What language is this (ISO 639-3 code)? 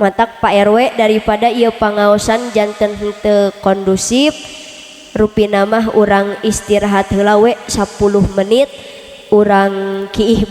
sun